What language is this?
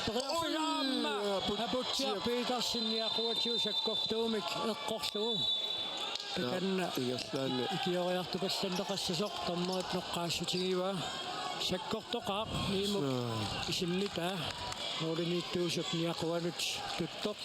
Kalaallisut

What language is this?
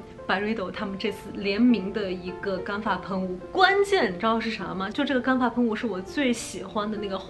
Chinese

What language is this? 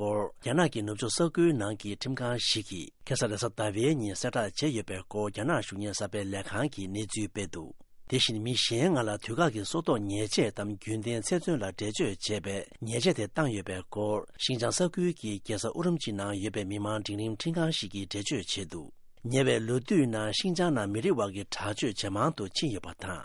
Tibetan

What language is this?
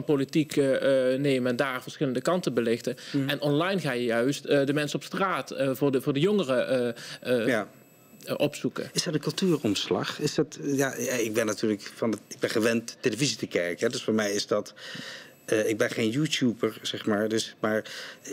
Dutch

